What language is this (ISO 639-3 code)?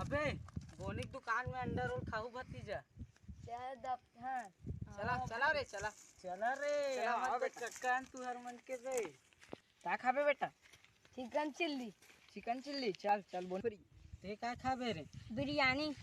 hne